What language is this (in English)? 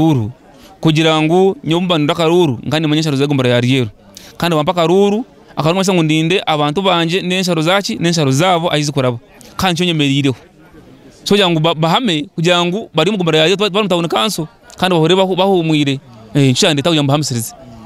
Nyankole